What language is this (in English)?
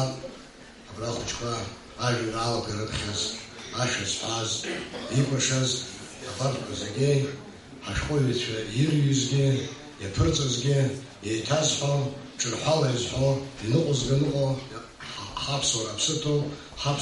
Abkhazian